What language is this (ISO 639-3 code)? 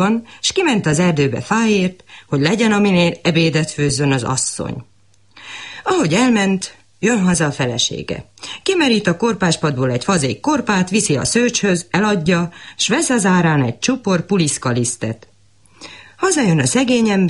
hun